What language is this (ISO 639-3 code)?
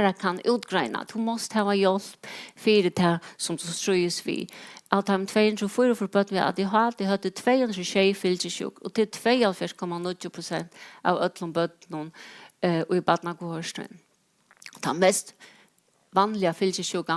fao